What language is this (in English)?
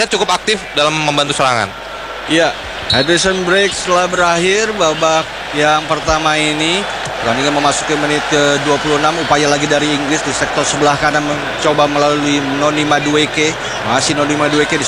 Indonesian